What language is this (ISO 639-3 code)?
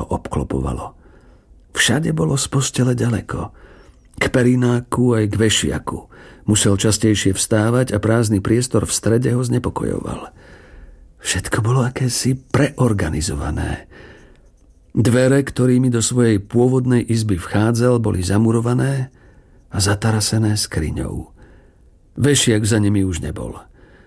slk